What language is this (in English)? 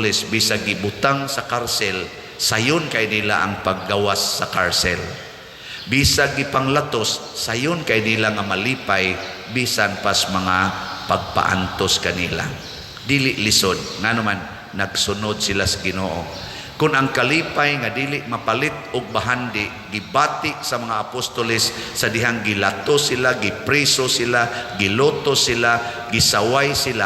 Cebuano